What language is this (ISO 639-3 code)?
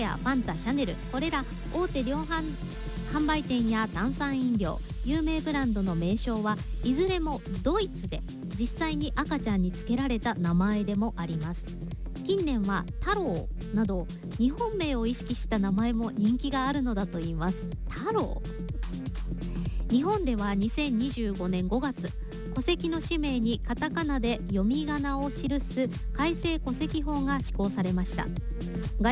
jpn